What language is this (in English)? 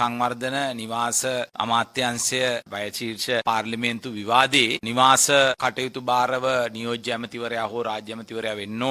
Sinhala